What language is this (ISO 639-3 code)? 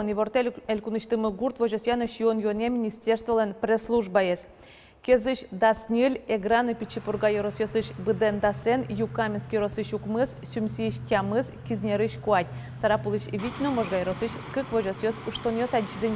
udm